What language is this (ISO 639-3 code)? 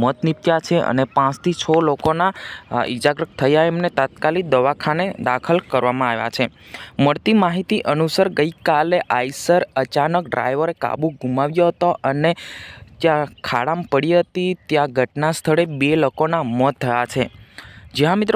guj